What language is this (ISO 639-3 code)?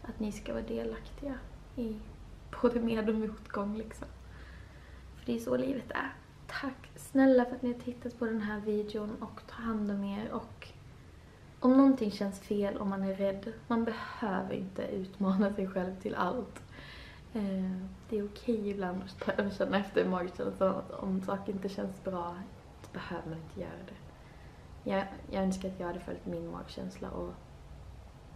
swe